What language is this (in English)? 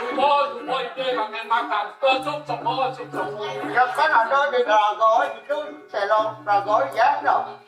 Balinese